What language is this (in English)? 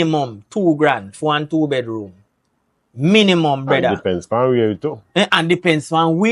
Jamaican Creole English